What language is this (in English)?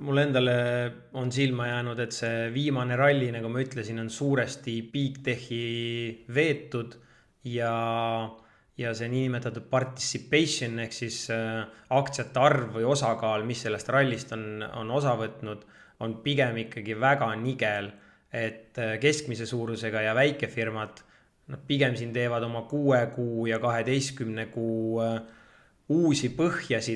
Estonian